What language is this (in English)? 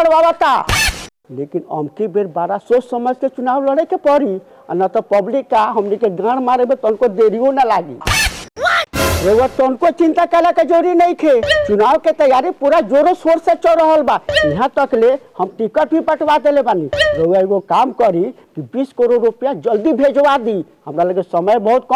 Bhojpuri